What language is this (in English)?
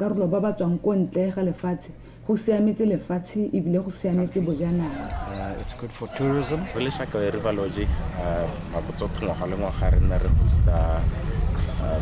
Tswana